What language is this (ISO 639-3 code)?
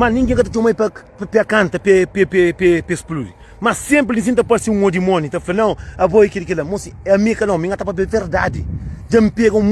kea